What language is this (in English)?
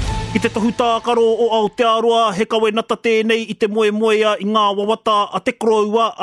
Māori